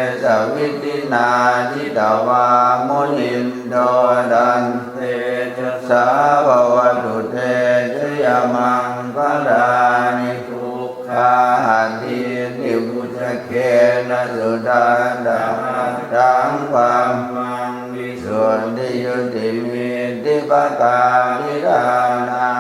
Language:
Pali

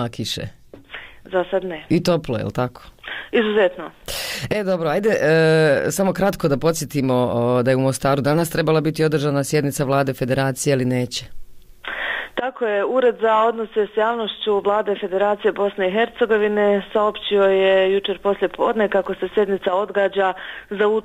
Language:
Bosnian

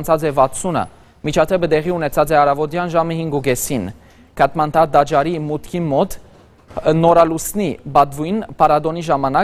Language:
Western Armenian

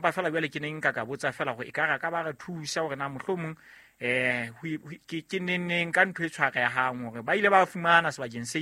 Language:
Southern Sotho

